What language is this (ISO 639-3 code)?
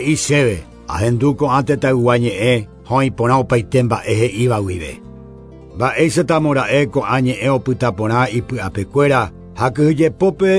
grn